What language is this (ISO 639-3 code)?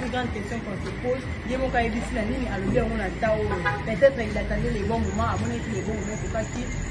lin